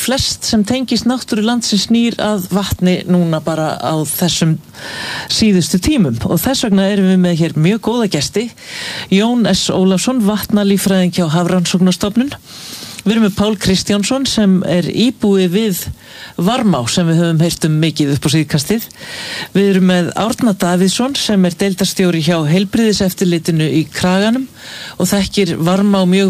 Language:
Icelandic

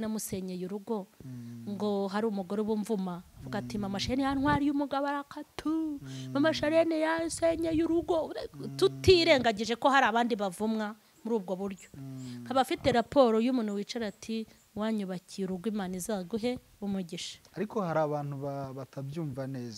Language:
Kinyarwanda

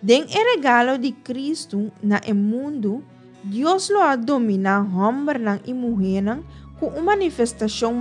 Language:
Papiamento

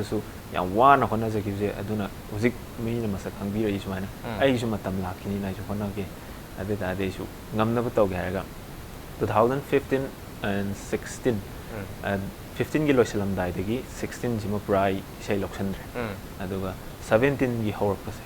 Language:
Manipuri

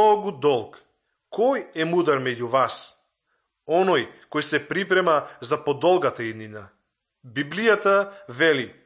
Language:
Macedonian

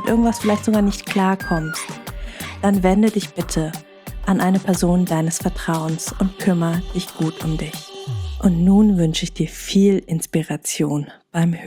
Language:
German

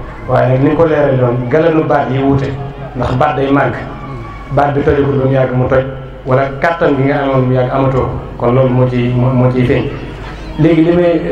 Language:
Wolof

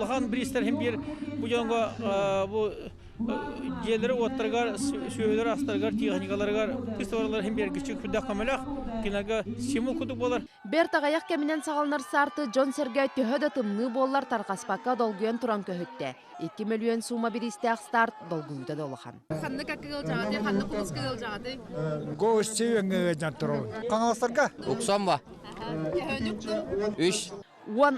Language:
Yakut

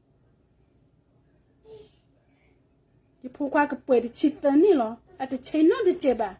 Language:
S'gaw Karen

